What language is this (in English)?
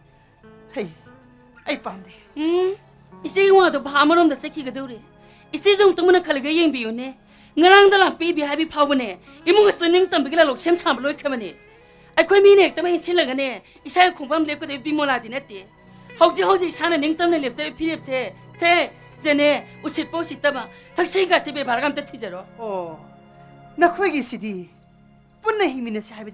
Manipuri